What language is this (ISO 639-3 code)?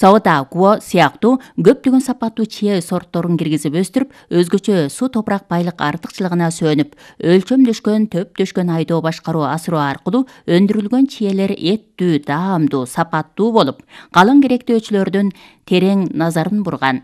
kir